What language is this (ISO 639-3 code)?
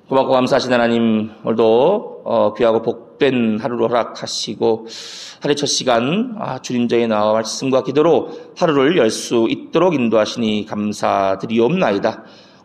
kor